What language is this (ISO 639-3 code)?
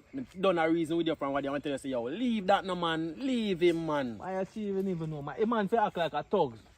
jam